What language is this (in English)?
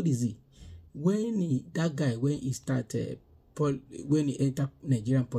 Nigerian Pidgin